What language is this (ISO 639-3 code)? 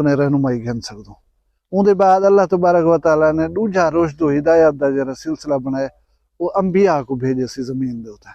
skr